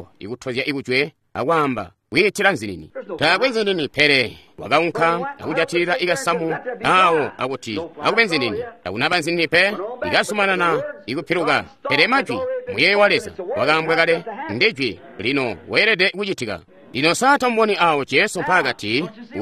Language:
Tonga (Zambia)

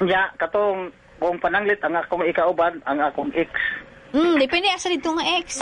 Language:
Cebuano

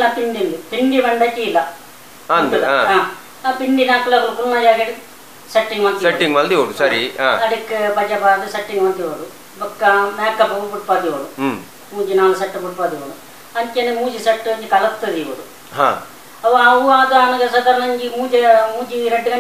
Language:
Tulu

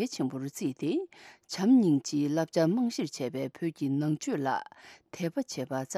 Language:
Tibetan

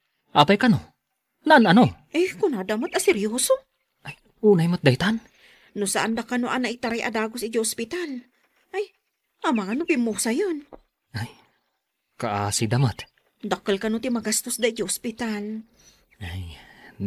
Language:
Iloko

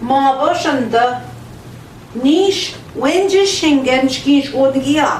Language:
Central Ojibwa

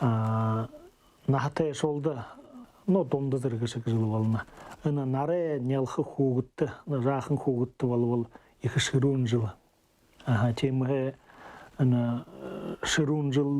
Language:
Buriat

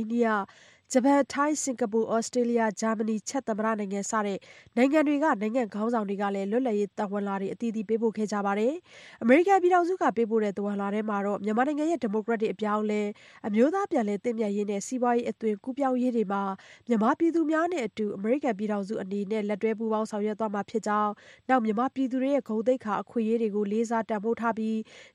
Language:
Burmese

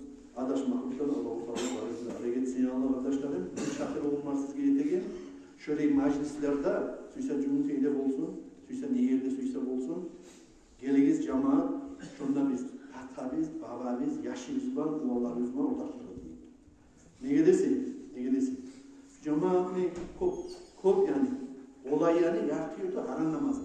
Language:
Kumyk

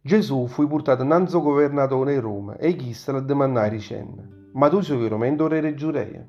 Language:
Neapolitan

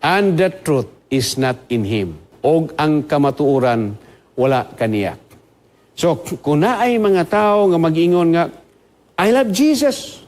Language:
Cebuano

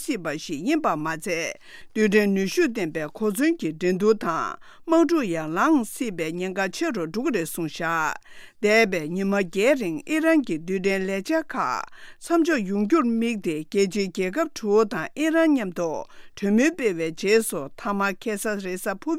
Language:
Tibetan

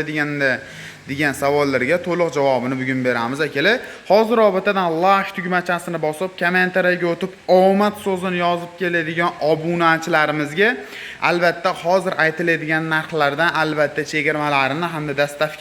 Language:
Uzbek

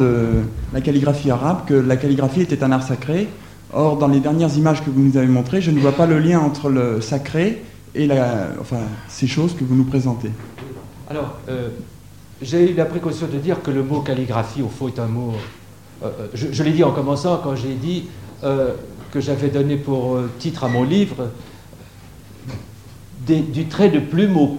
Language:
French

